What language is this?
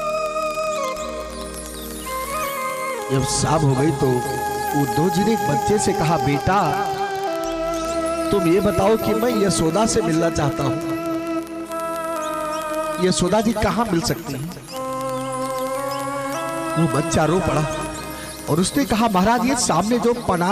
Hindi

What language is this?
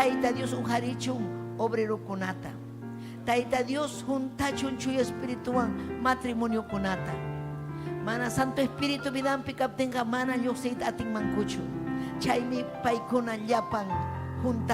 Ayacucho Quechua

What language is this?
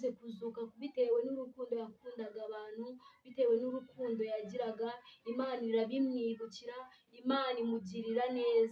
Kinyarwanda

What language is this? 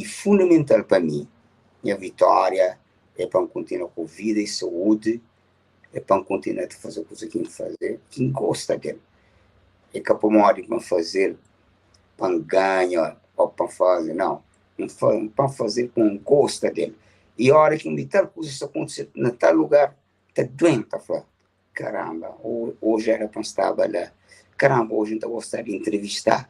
Kabuverdianu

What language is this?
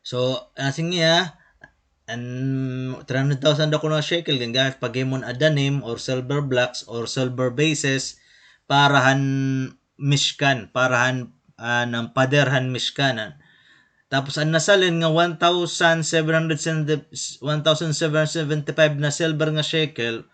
Waray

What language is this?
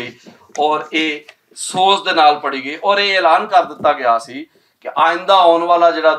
Western Panjabi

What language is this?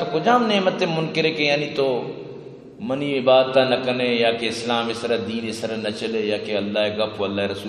Eastern Balochi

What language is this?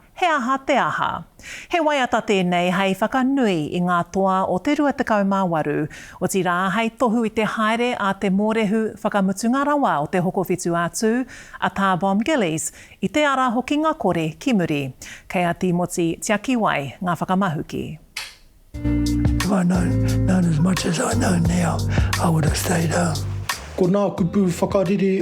Māori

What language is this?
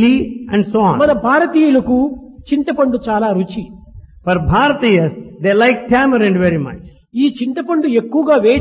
Telugu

